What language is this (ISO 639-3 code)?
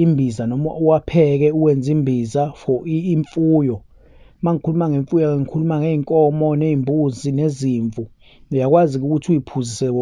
zul